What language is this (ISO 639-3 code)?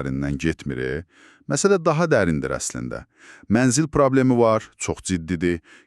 aze